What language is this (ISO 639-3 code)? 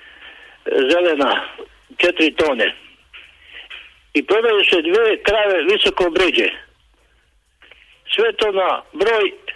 hrv